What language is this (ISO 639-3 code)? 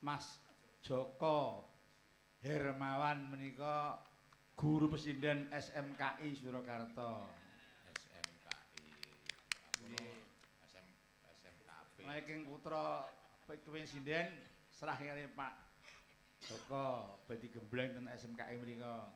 jav